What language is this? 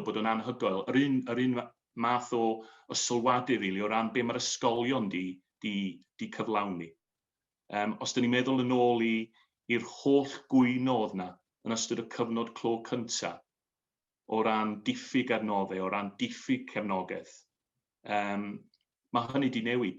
Welsh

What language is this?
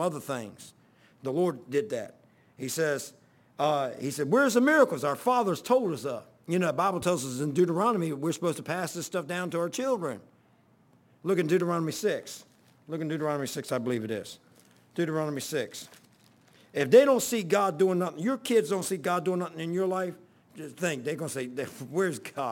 English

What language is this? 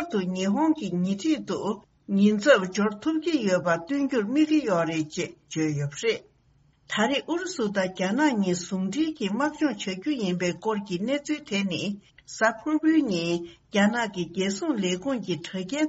Tibetan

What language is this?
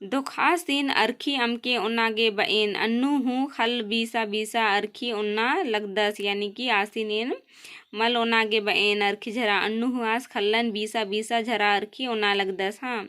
Kurukh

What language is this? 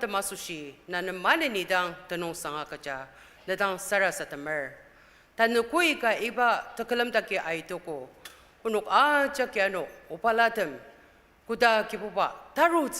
Ao Naga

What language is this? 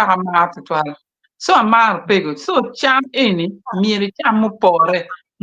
Acoli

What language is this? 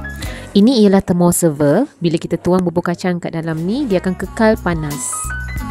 Malay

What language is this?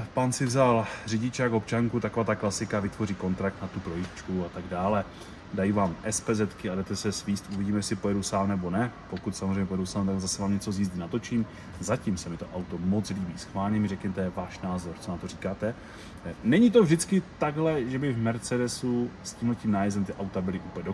Czech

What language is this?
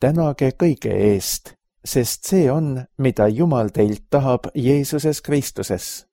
Estonian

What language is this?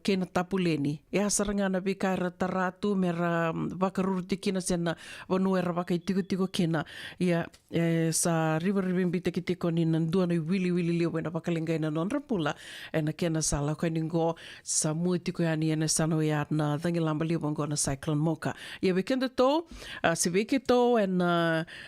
Fijian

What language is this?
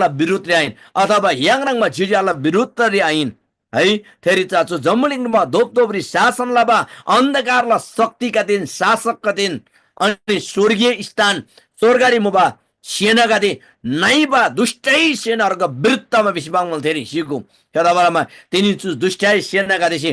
Eastern Tamang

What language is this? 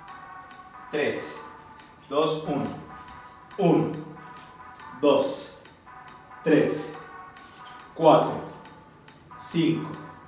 Spanish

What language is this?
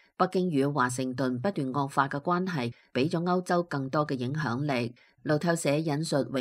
Cantonese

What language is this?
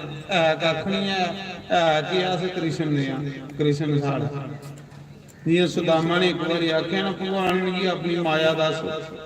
Dogri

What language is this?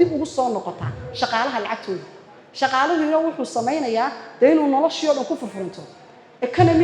Somali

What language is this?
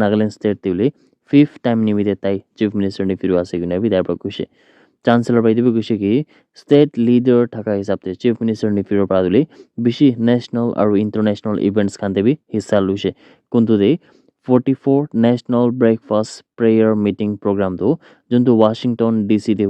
Naga Pidgin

